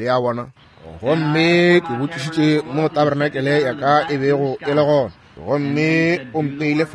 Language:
Northern Sotho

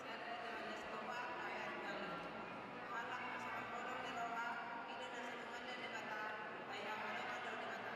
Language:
Batak Toba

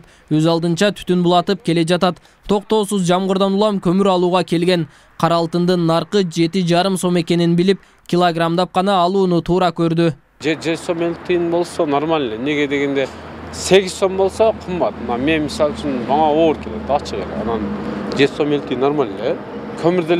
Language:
Kyrgyz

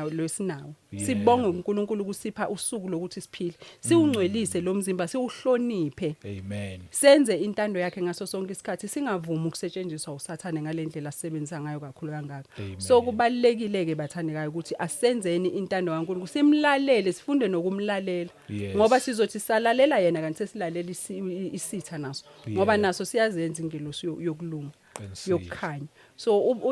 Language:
Zulu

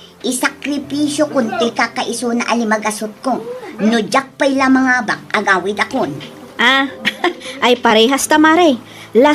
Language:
Iloko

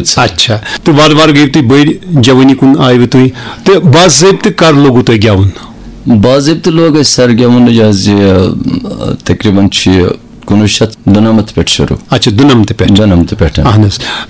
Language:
Kashmiri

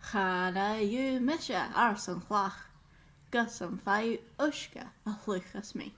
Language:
Scottish Gaelic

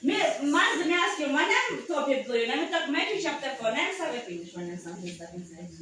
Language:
Tok Pisin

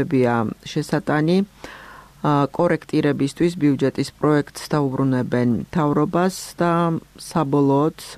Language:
Georgian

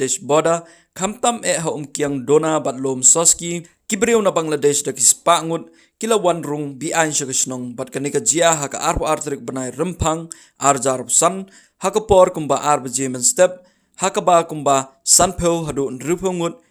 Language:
Khasi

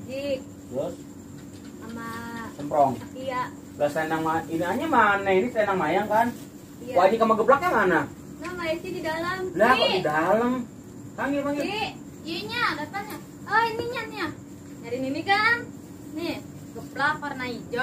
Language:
Betawi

